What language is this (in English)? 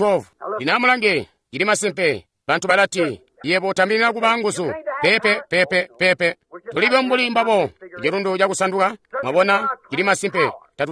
Tonga (Zambia)